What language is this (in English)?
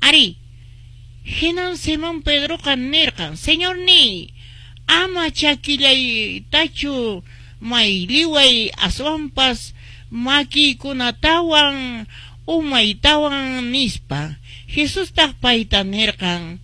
Quechua